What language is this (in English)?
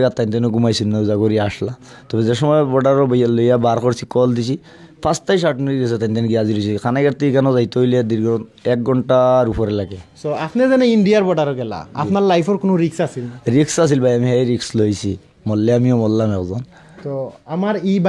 Sylheti